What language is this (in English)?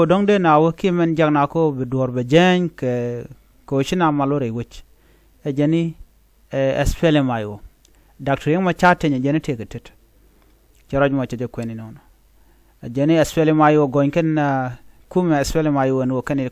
Nuer